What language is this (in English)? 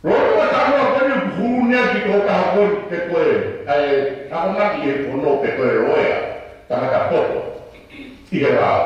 Tongan